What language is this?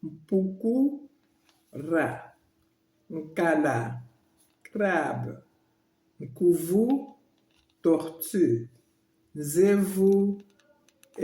Luba-Lulua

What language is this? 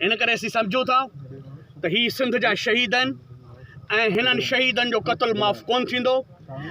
Sindhi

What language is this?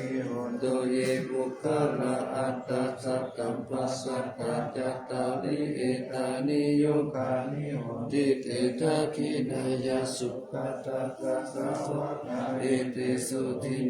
Pali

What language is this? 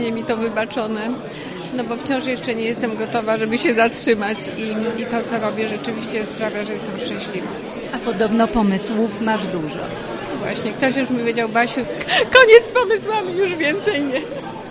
Polish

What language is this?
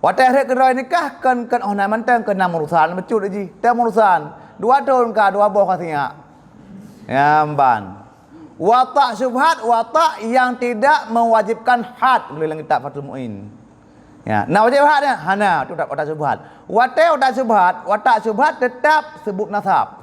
Achinese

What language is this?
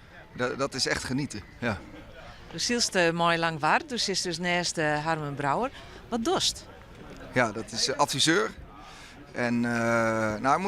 Western Frisian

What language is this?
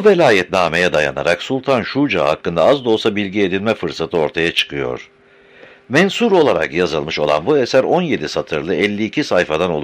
Turkish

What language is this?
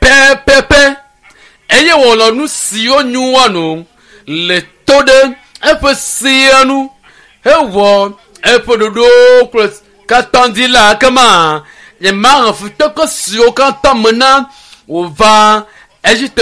Ewe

